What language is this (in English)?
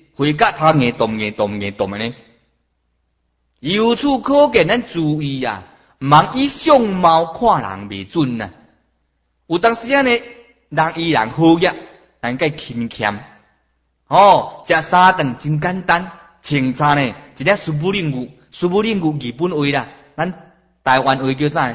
Min Nan Chinese